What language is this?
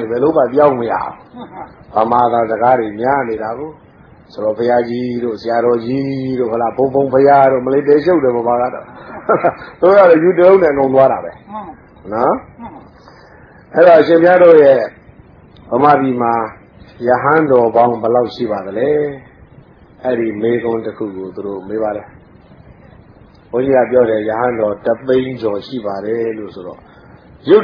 Burmese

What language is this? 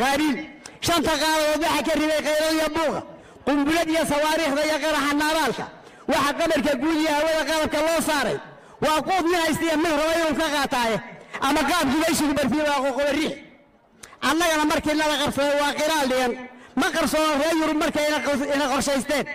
Somali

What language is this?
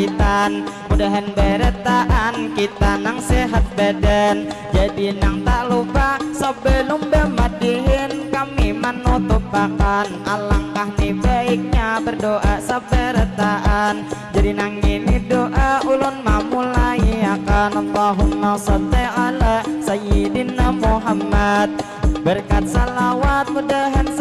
Banjar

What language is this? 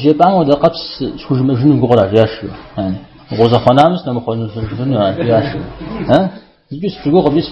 Kabardian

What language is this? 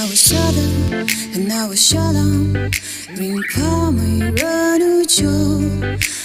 Tangkhul Naga (India)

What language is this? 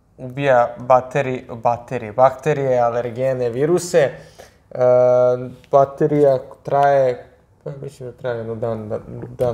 Serbian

